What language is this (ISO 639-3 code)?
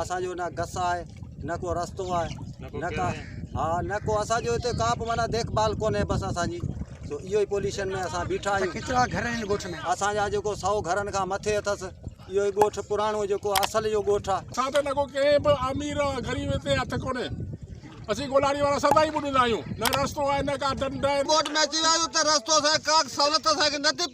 snd